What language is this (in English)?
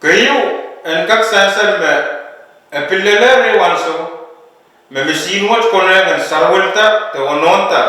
Pohnpeian